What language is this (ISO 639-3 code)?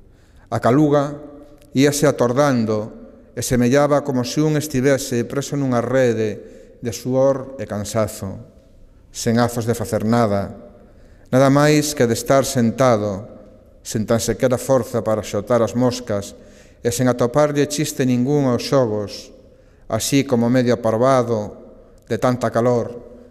glg